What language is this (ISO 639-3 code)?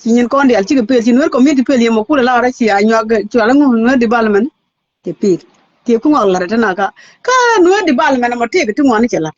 nus